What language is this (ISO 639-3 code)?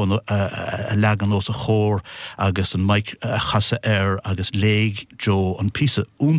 gle